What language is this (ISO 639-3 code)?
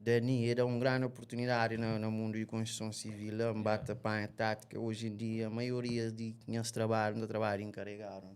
kea